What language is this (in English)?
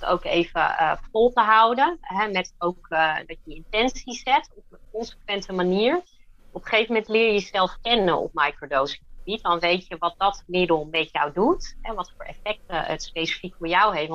Dutch